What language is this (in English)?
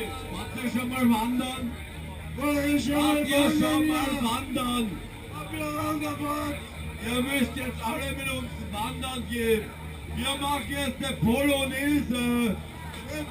Bavarian